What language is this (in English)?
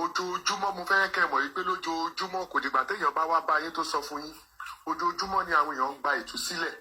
Yoruba